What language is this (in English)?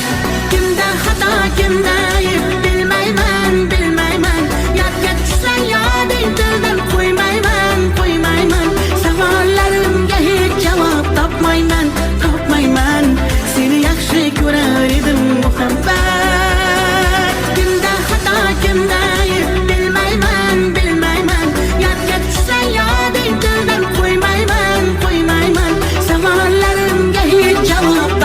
Kara-Kalpak